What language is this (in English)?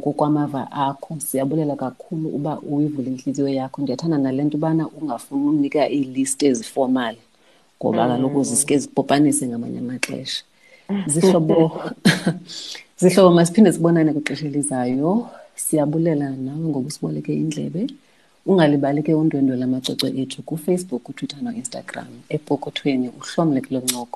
Xhosa